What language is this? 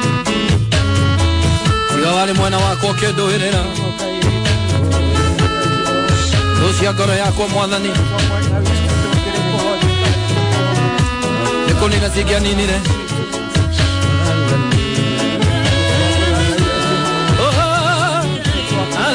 Kikuyu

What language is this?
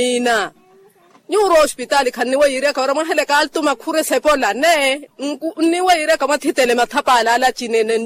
Makhuwa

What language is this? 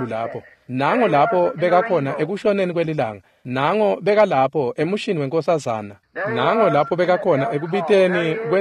Swati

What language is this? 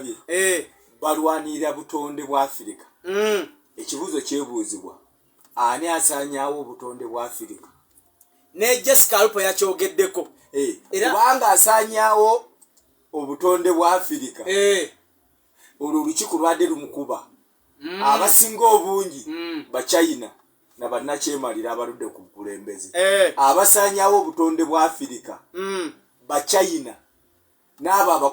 Ganda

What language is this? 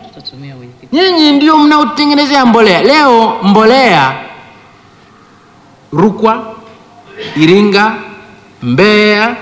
Swahili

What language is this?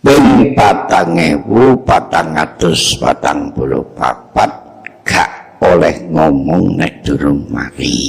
Javanese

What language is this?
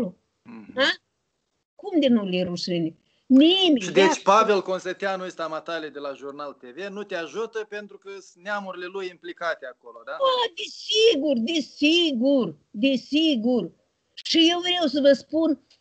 Romanian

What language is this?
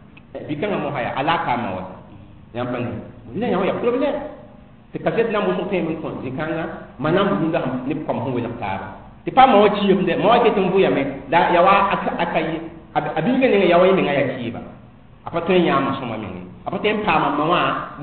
Mossi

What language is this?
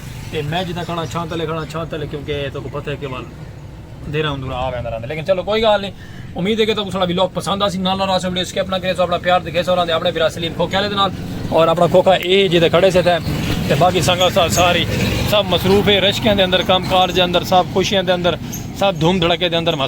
Saraiki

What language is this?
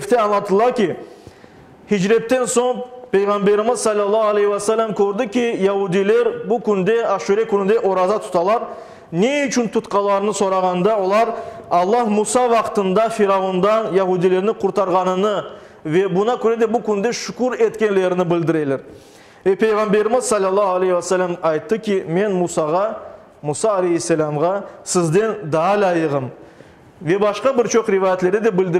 Crimean Tatar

